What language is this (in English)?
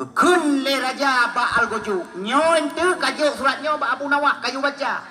Achinese